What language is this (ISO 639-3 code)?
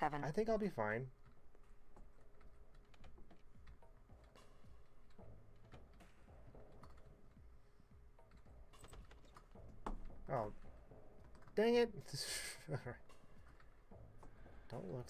eng